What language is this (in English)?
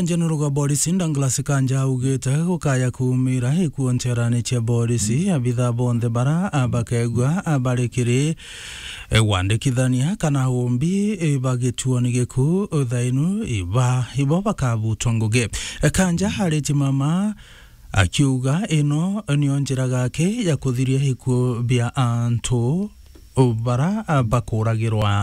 Meru